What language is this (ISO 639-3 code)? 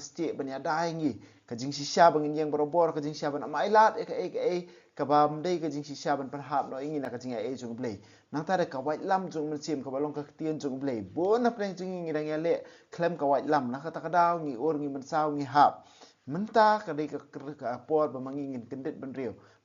kha